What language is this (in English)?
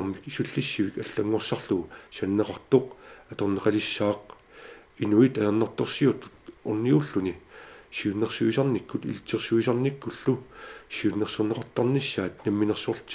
Kalaallisut